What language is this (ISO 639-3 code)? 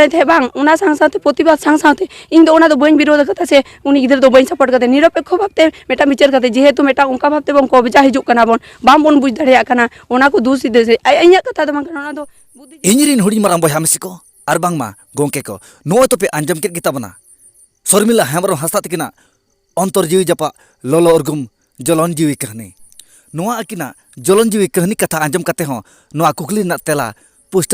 sat